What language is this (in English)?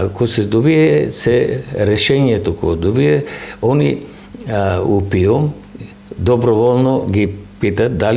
Macedonian